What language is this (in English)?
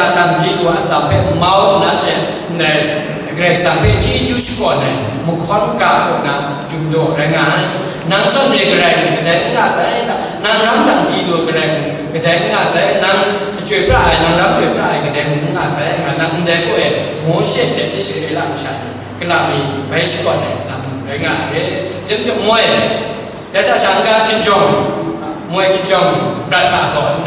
Kachin